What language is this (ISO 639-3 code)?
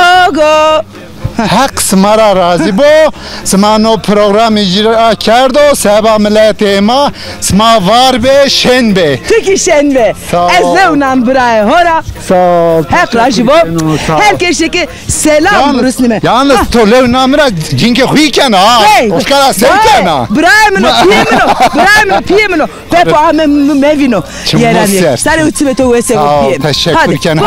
zza